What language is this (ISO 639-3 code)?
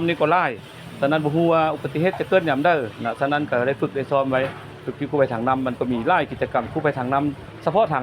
lao